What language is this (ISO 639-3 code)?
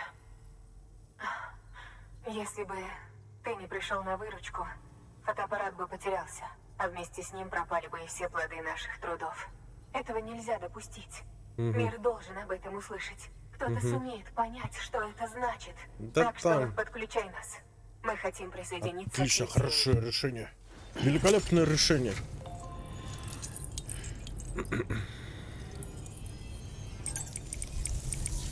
rus